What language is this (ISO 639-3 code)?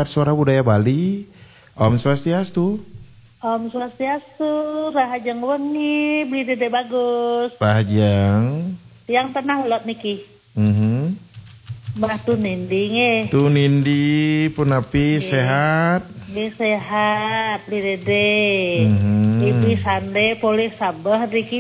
ban